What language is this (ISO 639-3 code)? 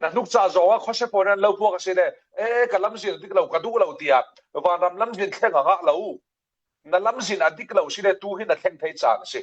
cfm